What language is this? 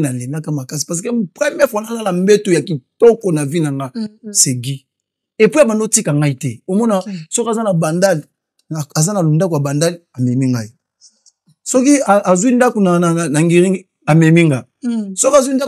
Lingala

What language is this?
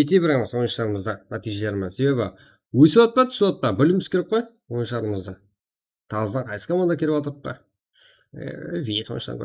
Kara-Kalpak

